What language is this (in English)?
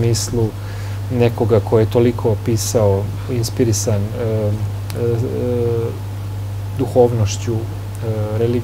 Bosnian